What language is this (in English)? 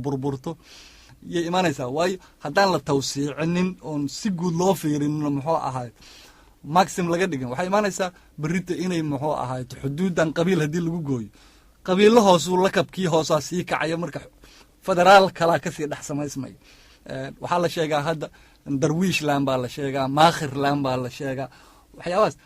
Somali